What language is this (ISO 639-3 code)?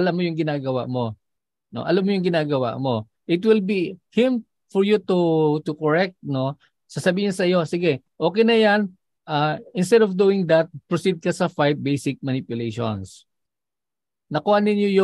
fil